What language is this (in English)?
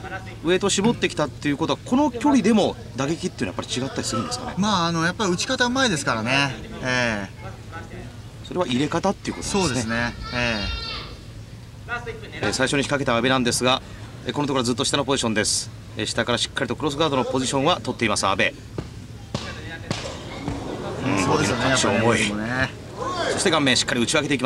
Japanese